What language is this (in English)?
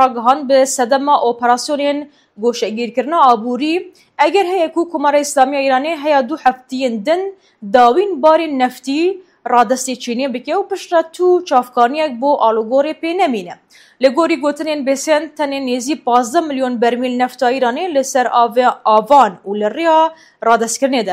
Kurdish